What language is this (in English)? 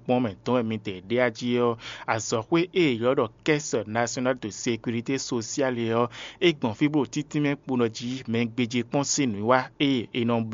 Fon